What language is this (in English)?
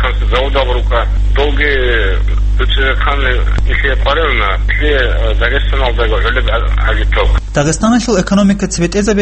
Avaric